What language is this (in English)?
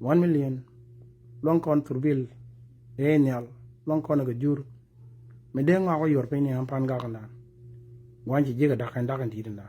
Nuer